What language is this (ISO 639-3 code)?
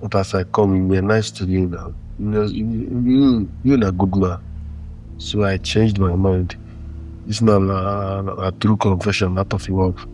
pcm